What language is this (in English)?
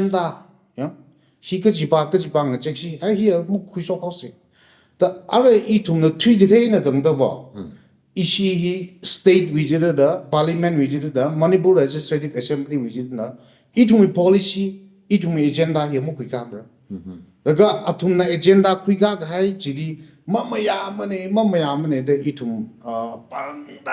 Tangkhul Naga (India)